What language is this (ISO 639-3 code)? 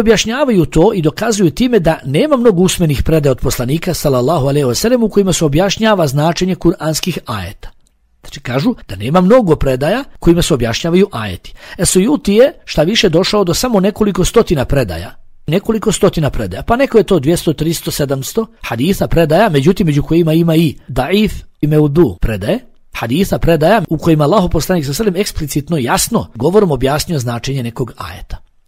bos